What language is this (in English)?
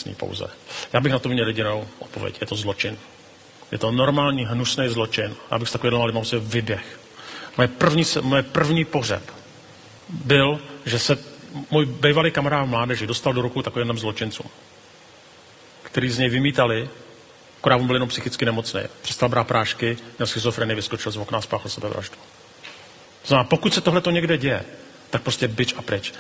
Czech